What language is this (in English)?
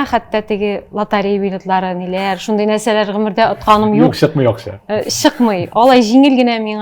Tatar